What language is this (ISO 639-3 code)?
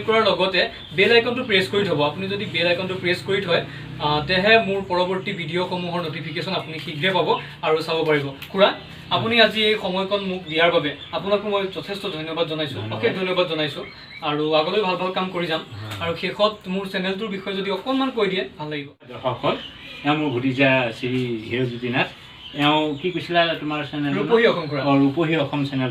asm